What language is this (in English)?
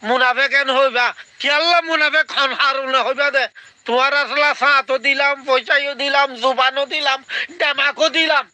Rohingya